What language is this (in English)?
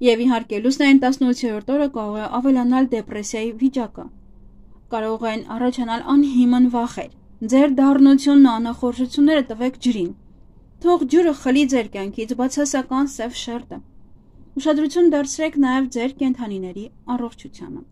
Armenian